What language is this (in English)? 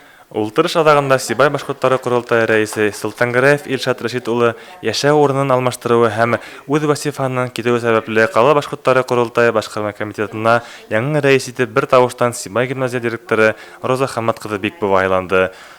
Bashkir